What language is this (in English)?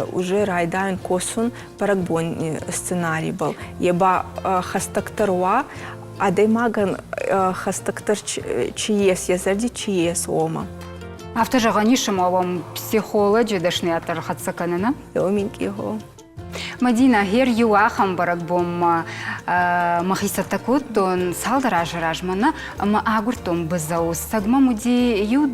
Ossetic